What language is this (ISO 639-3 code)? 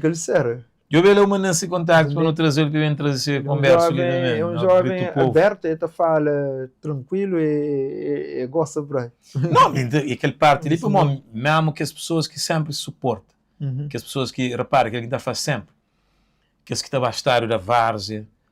kea